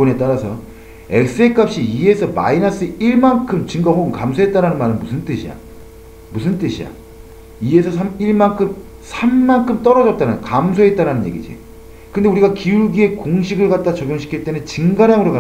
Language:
Korean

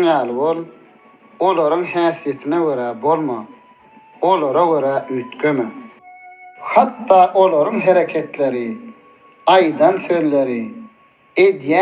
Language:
Turkmen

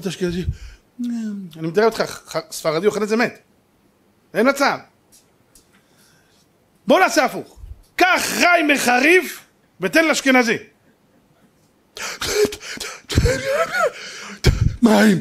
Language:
Hebrew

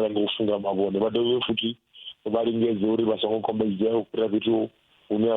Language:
Venda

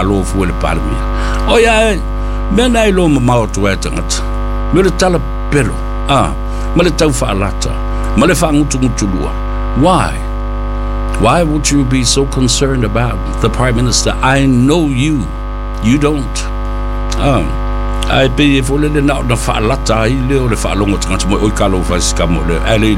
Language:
Samoan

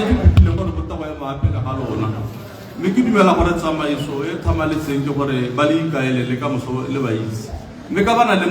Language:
Tswana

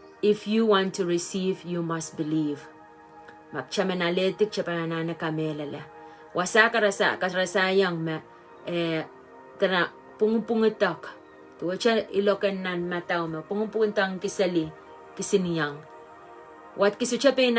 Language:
Pohnpeian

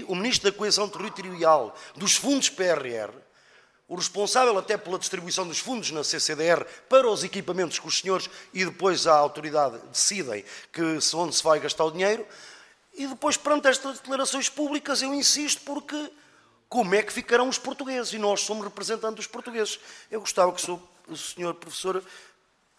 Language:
Portuguese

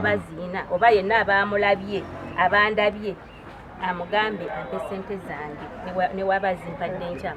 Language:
Ganda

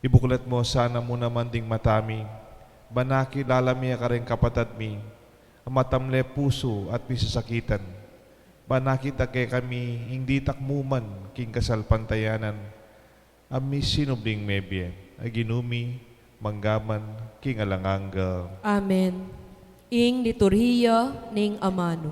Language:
Pampanga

